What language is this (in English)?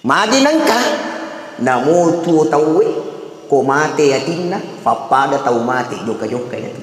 Buginese